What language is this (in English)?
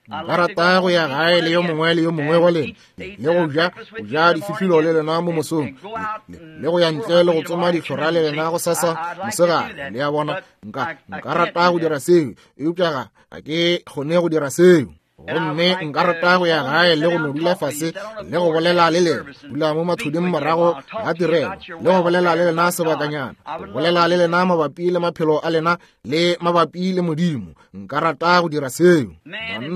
Northern Sotho